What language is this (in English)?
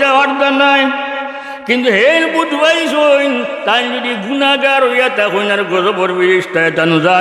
Sylheti